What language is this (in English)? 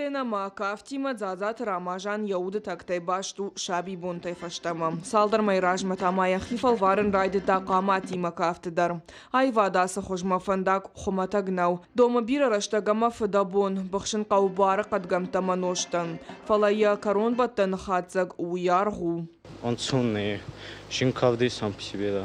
Ossetic